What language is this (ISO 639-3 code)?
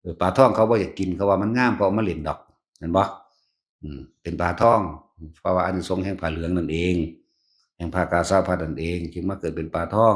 tts